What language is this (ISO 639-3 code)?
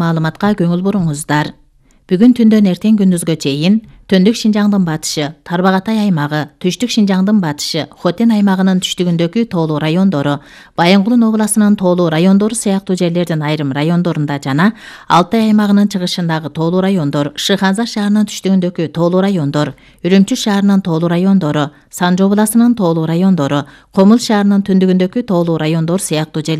kir